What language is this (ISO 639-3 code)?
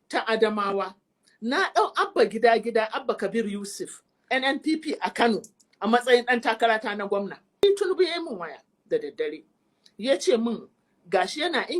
hau